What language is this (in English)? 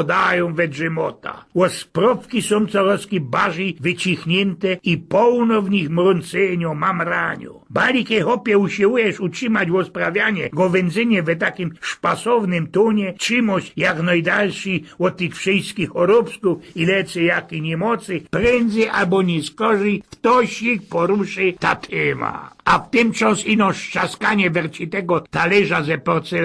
Silesian